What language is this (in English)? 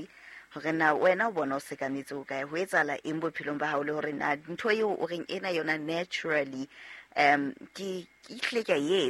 Southern Sotho